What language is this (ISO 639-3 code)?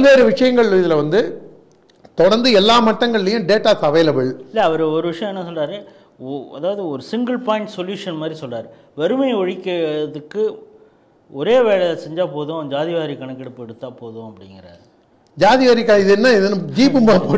tam